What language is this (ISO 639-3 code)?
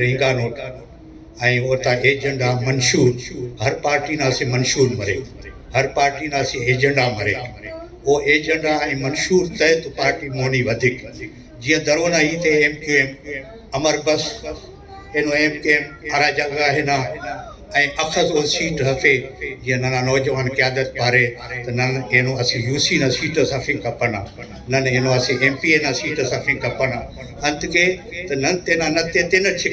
brh